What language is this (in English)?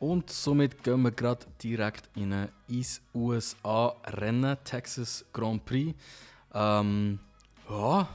Swiss German